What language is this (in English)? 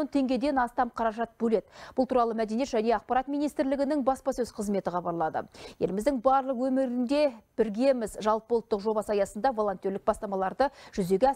Kazakh